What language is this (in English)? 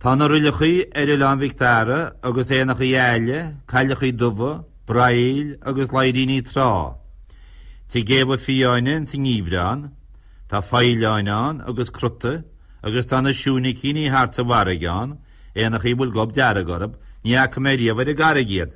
Irish